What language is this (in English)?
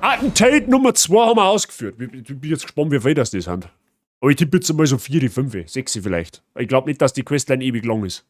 Bavarian